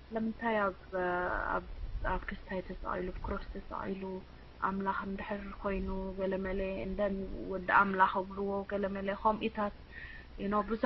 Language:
Tigrinya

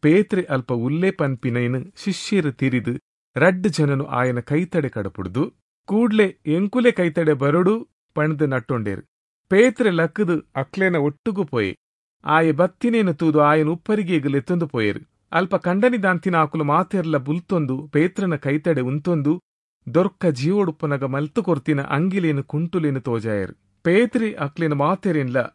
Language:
Tulu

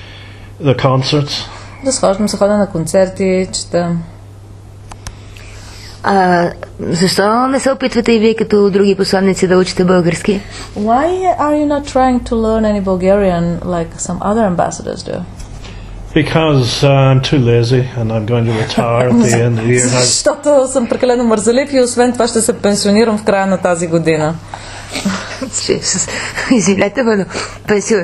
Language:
Bulgarian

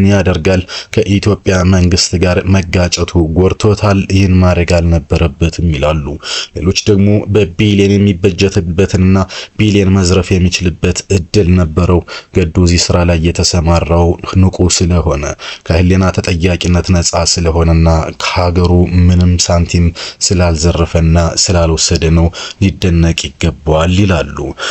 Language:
Amharic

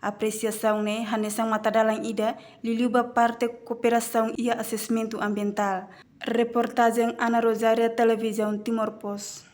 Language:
Tetum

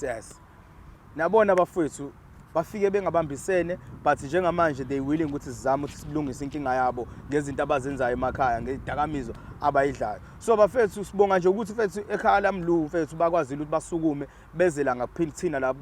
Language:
Zulu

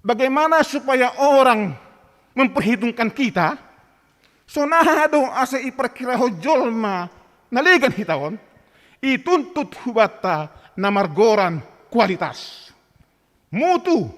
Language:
Batak Simalungun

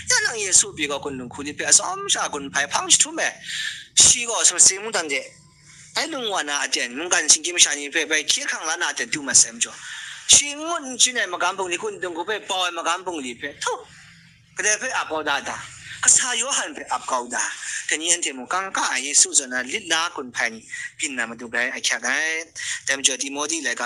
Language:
Kachin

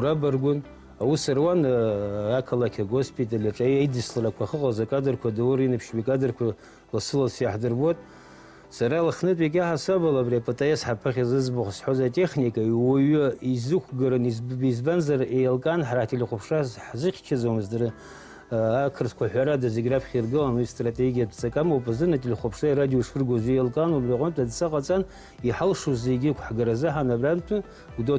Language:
Abkhazian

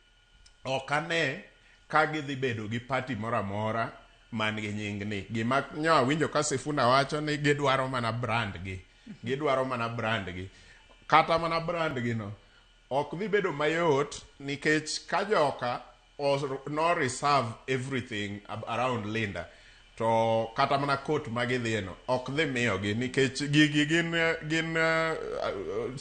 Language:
Luo (Kenya and Tanzania)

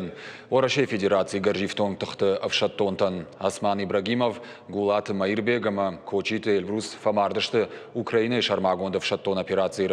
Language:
Ossetic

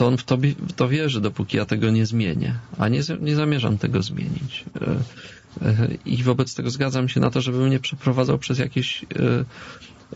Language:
Polish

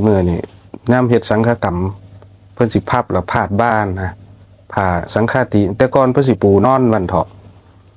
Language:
Lao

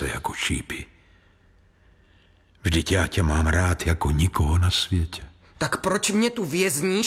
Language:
Czech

